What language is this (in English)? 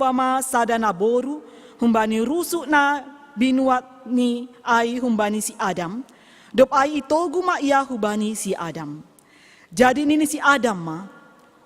Batak Simalungun